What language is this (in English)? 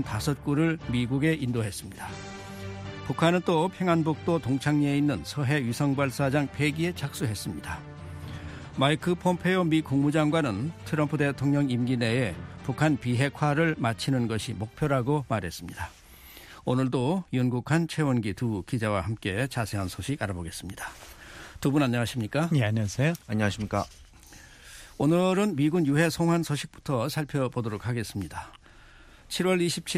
Korean